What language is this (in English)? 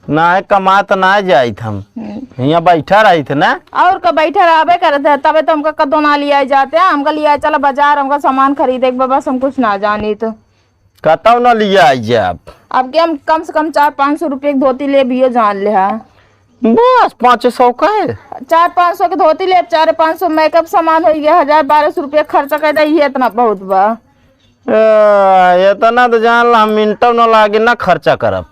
Awadhi